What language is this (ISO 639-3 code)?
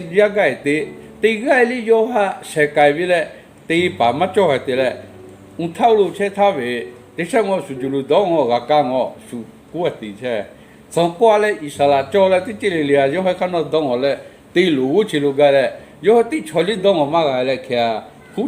lhu